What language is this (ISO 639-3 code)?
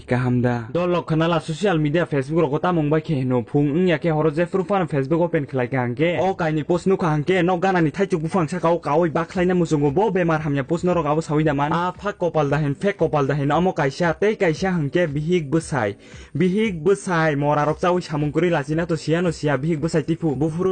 trp